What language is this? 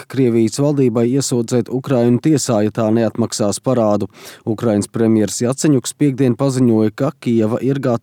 Latvian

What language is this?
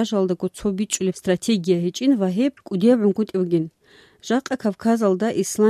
Avaric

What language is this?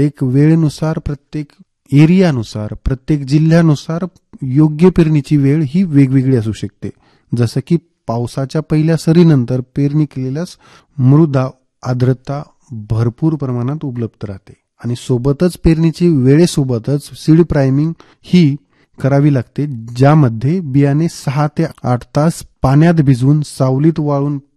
Marathi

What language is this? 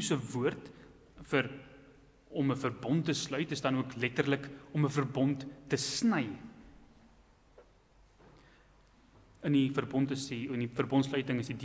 Afrikaans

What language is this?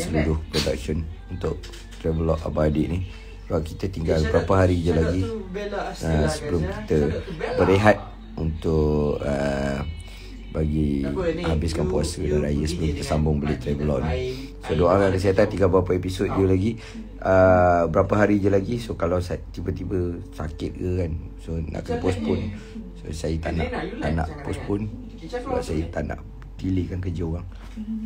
Malay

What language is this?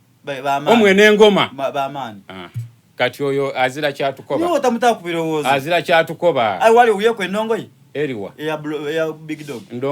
Soga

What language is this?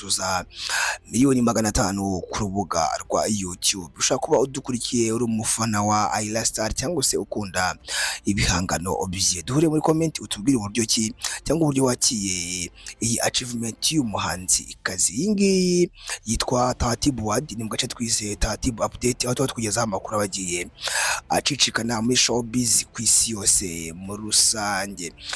Kinyarwanda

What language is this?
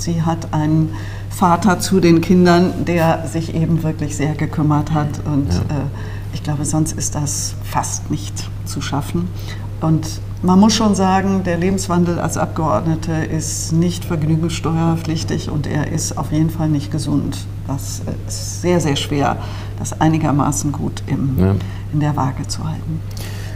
German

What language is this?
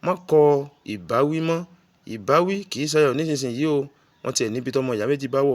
Yoruba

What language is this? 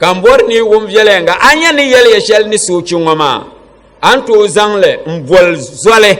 Dagbani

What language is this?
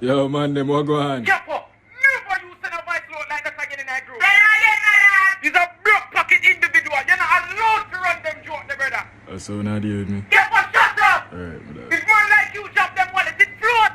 Jamaican Creole English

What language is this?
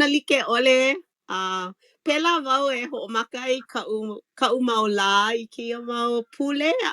Hawaiian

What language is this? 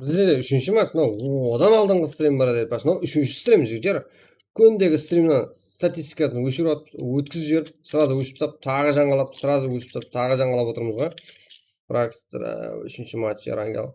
Kara-Kalpak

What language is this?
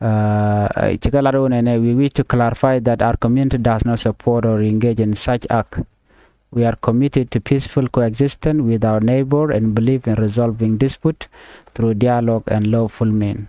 Nuer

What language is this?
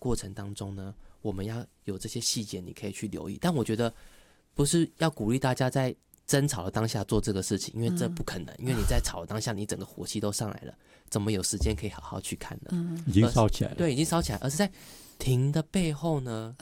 Chinese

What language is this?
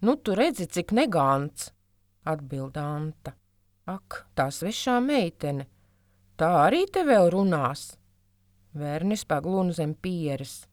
Latvian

